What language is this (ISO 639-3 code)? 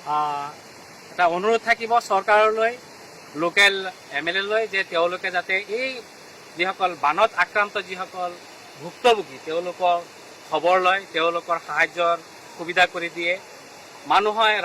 asm